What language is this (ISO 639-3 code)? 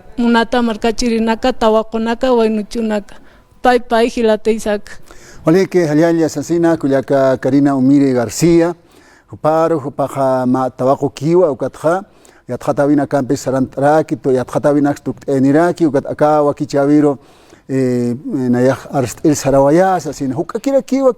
aym